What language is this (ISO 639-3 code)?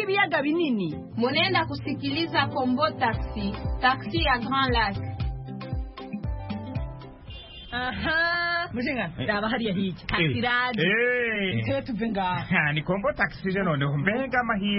kin